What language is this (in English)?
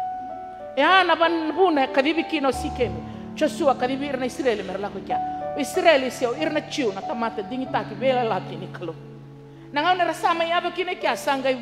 Fijian